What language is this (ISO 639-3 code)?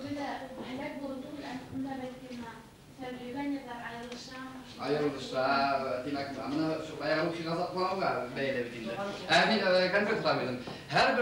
bak